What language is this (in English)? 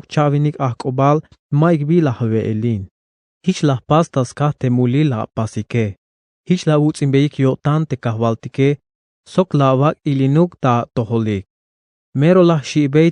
Tzeltal